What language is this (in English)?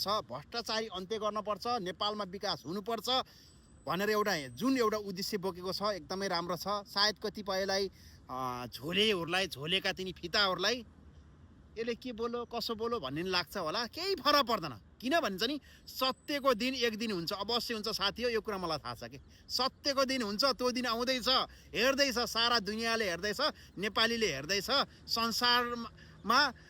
Nepali